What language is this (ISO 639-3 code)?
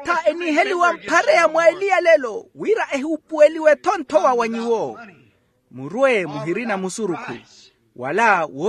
vmw